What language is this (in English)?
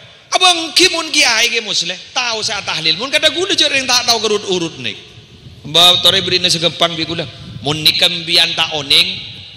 Madurese